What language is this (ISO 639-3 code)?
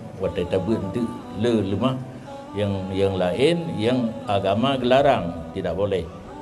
ace